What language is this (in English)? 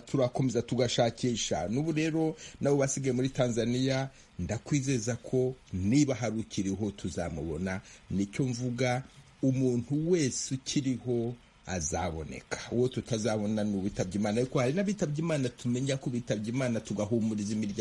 Kinyarwanda